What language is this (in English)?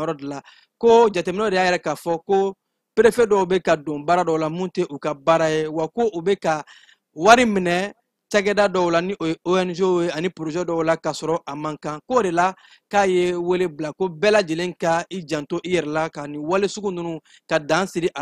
Bambara